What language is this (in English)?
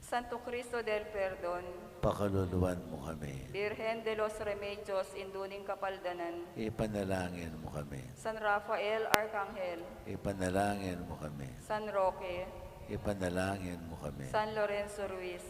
Pampanga